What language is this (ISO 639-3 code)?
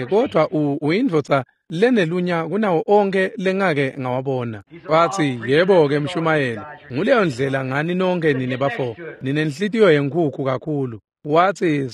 ssw